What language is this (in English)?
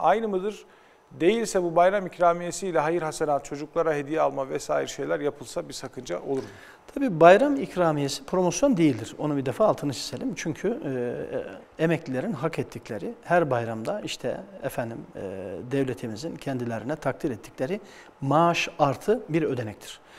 Turkish